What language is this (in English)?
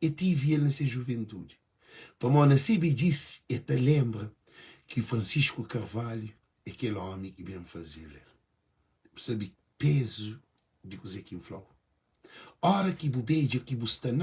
Kabuverdianu